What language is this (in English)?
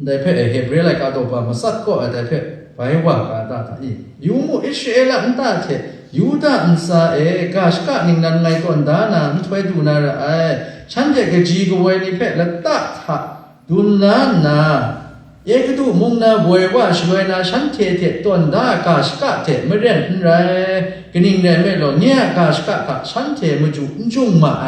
Kachin